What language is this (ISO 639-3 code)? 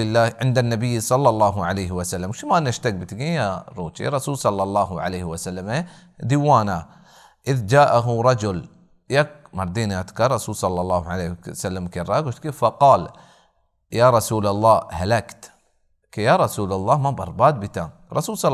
bal